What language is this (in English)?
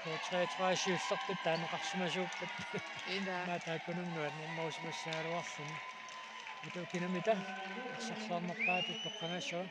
Kalaallisut